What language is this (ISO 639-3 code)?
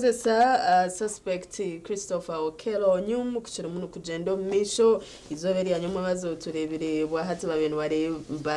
nyn